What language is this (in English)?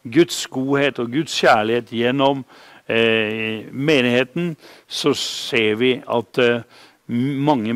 Norwegian